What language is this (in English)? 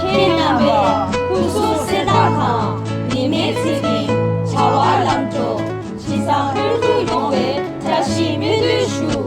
Tibetan